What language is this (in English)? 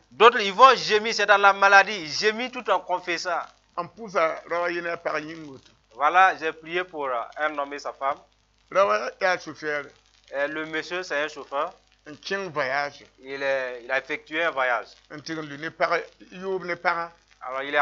Mossi